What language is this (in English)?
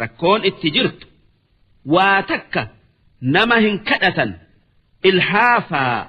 Oromo